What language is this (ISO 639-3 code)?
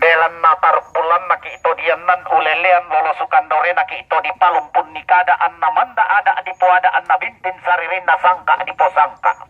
sda